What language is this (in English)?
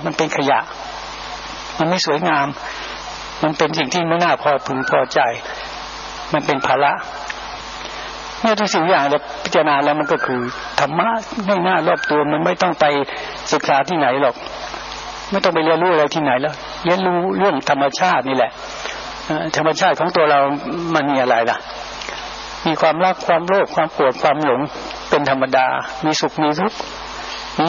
Thai